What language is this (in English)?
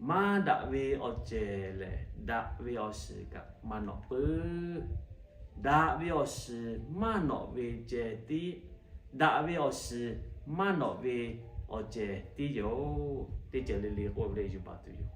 Lahu